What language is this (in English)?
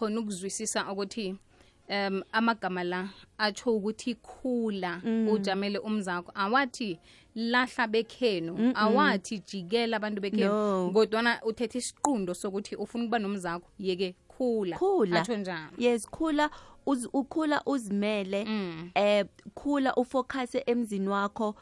South Ndebele